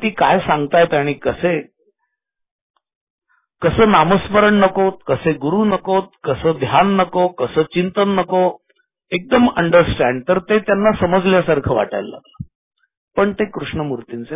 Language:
Marathi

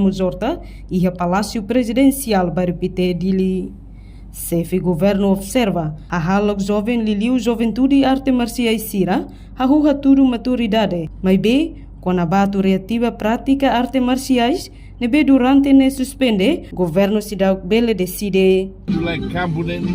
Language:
Tetum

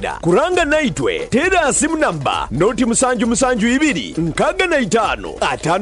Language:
Ganda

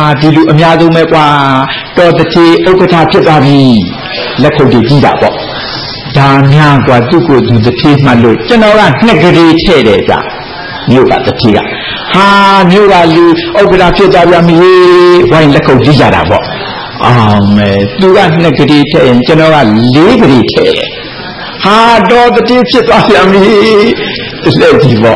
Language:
Burmese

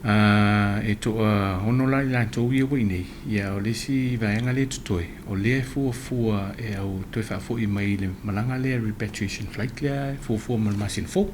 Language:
Samoan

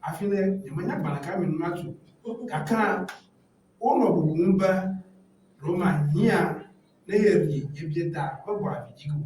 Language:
Ewe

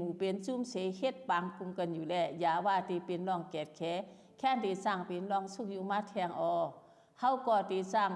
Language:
Shan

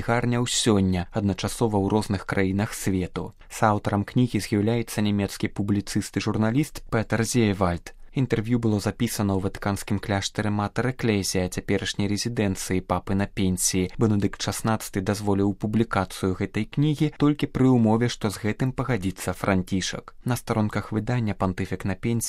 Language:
Belarusian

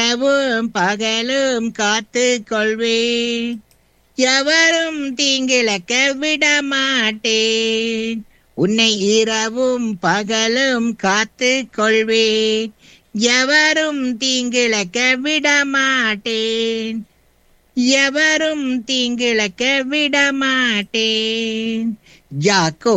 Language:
Tamil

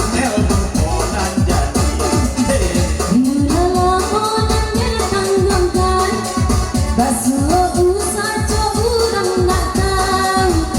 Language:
Minangkabau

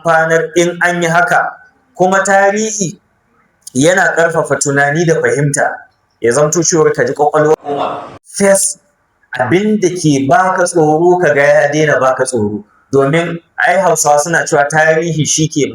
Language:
Hausa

